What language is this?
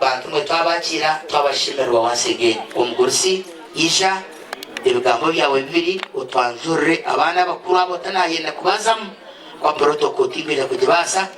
Nyankole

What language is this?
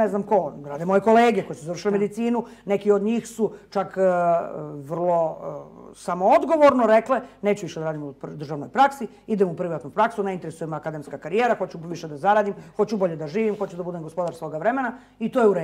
Serbian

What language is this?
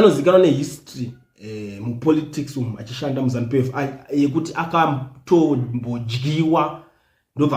Shona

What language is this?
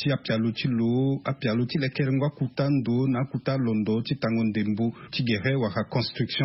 Sango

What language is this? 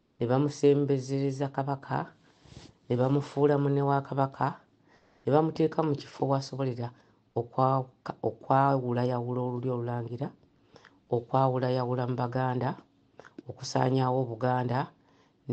Ganda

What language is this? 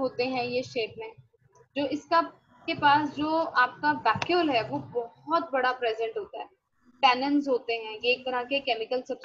Hindi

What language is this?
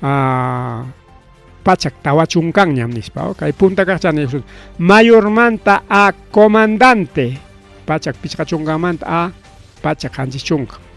Ayacucho Quechua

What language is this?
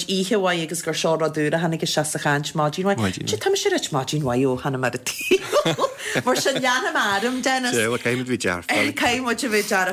Irish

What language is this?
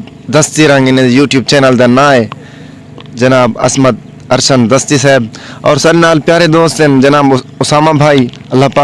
Saraiki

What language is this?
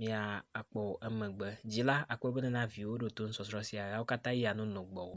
Ewe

